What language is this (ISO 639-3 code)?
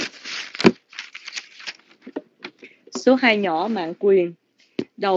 vie